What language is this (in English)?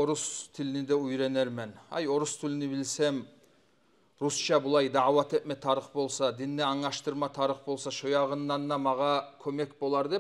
Kumyk